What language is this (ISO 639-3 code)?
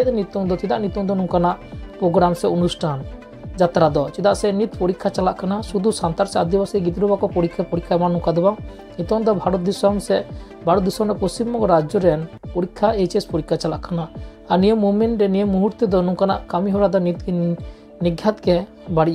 sat